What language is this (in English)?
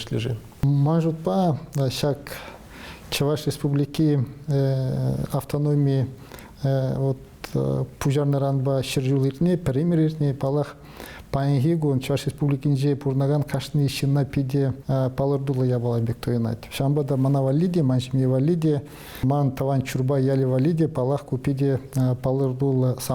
Chuvash